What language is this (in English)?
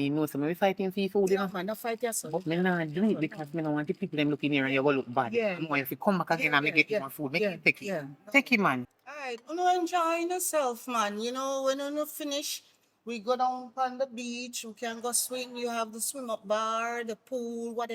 Jamaican Creole English